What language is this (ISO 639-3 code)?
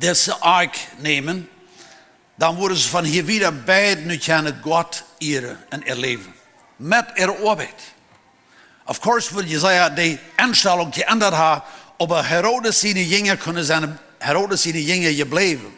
pdt